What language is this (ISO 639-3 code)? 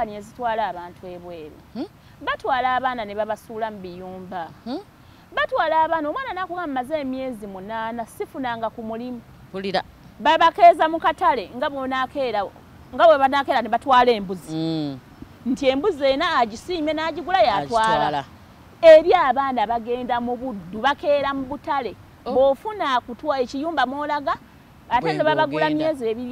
lug